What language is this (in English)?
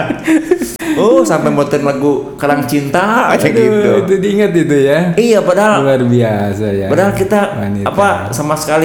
Indonesian